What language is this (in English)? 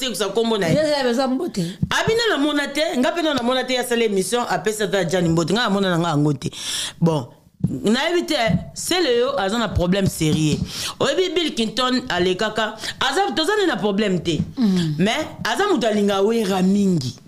Lingala